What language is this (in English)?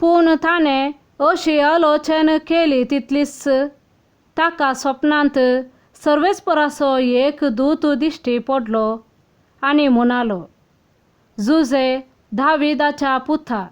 Konkani